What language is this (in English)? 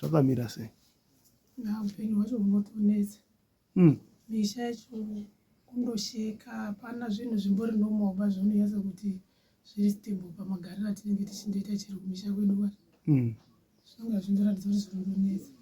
Shona